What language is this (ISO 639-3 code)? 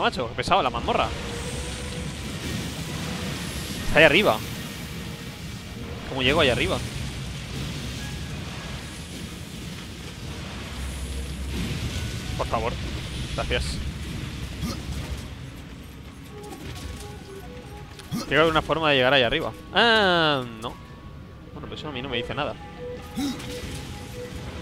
spa